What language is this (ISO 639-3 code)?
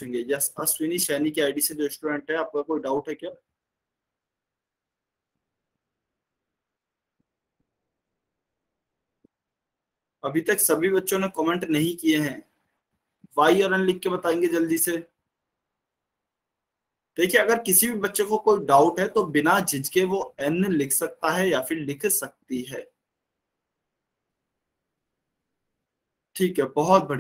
hin